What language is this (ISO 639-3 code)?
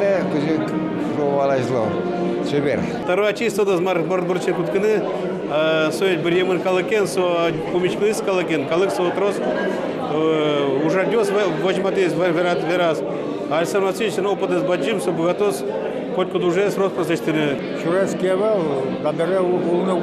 udm